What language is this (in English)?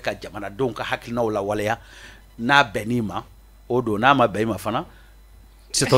Bambara